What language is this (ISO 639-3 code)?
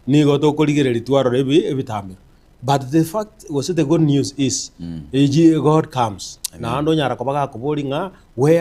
guz